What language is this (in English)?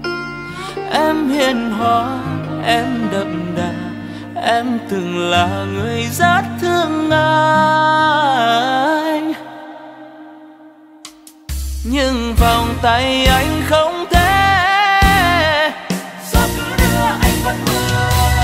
Vietnamese